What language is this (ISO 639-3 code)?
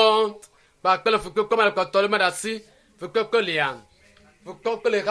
ewe